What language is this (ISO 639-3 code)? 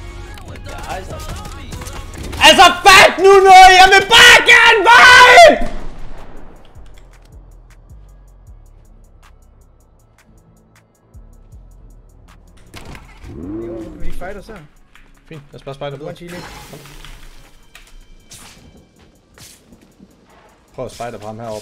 dan